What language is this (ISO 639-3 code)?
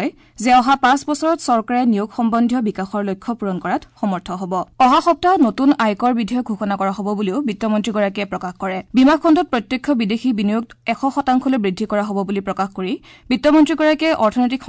asm